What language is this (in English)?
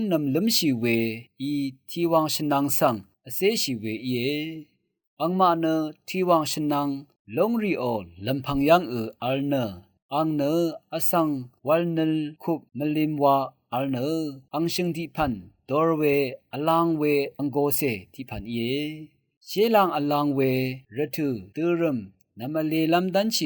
Rawang